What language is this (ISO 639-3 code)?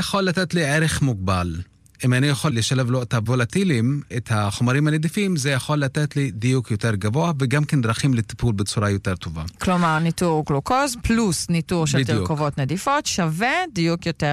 heb